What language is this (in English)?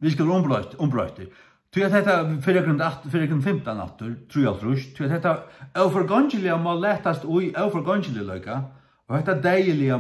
Faroese